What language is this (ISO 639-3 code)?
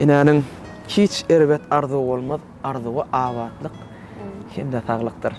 tuk